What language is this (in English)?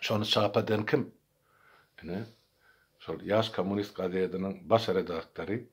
Turkmen